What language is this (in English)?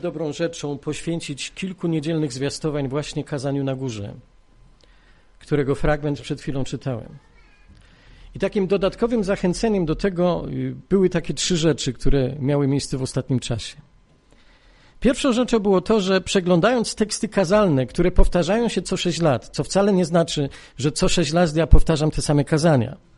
Polish